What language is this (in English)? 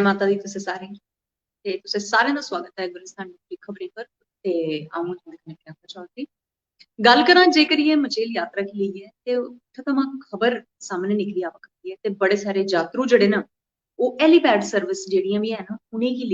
Dogri